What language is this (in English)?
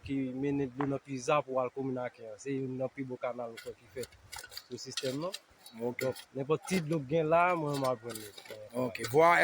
Haitian Creole